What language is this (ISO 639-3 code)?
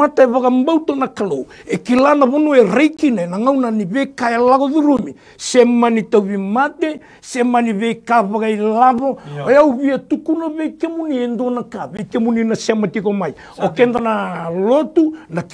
fij